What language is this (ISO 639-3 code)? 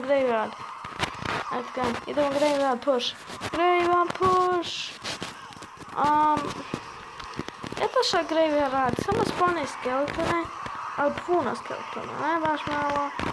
hrv